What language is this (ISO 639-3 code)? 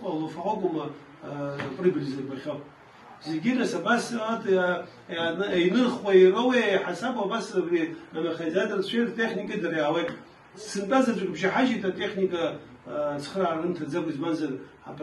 abk